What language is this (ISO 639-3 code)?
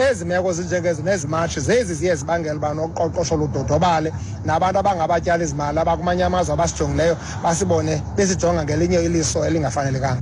xho